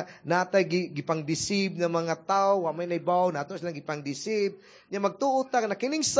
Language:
Cebuano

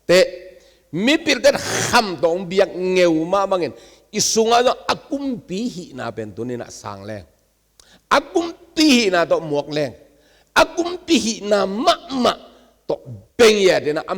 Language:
Tedim Chin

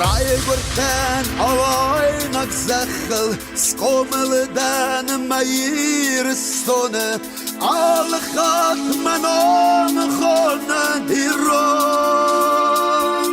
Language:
Ossetic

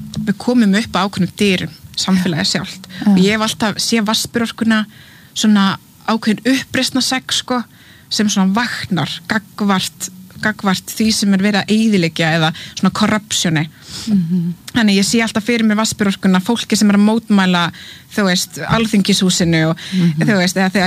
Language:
Icelandic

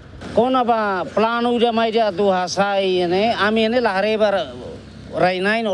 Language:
Tetum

